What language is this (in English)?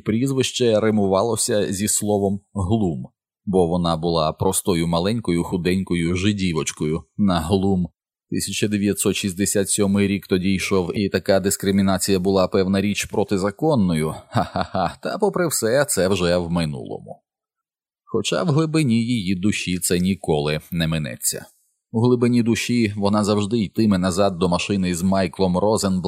Ukrainian